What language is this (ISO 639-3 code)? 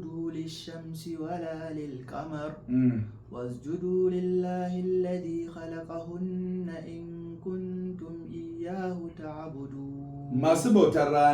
hau